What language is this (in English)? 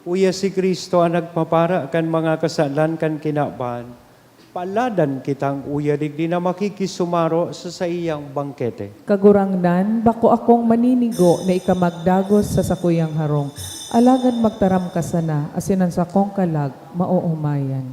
Bikol